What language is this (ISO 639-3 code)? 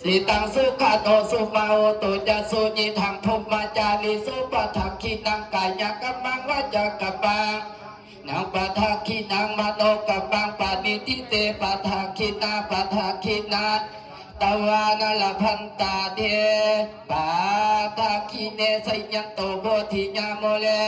pli